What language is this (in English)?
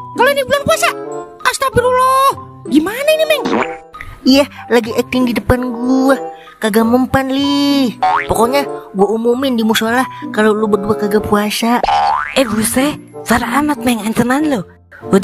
Betawi